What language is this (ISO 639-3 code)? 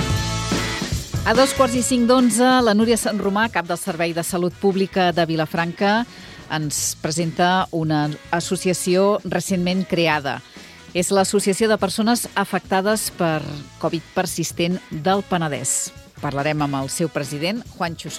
cat